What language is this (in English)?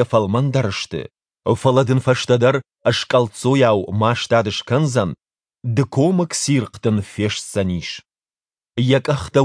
Ossetic